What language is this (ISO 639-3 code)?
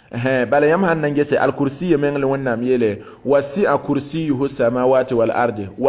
mos